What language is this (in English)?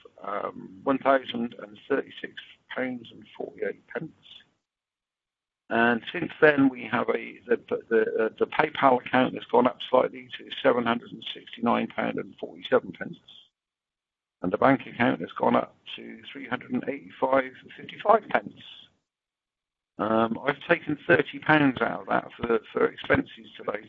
English